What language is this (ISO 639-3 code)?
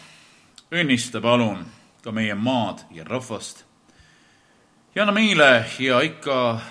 est